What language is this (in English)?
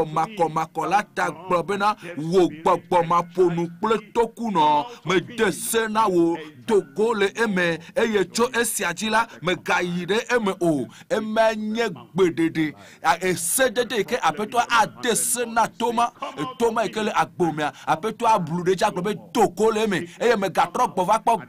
Ewe